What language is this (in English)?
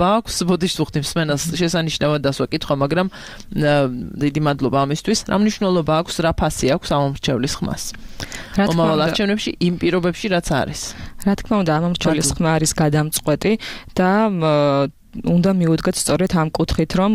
Georgian